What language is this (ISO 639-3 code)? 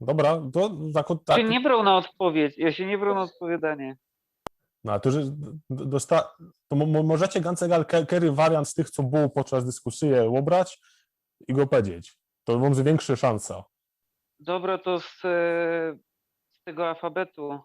szl